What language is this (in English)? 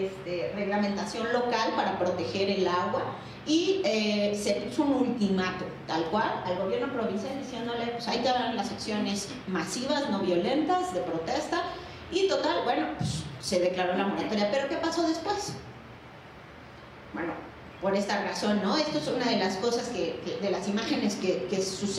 Spanish